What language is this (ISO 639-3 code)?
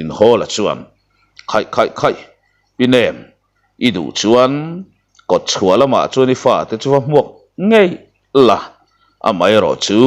lus